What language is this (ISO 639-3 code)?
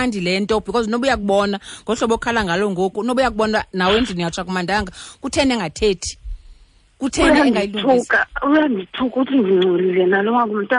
xho